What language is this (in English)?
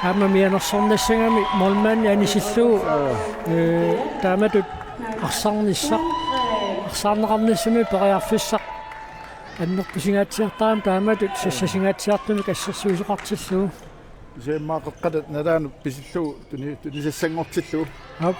Kalaallisut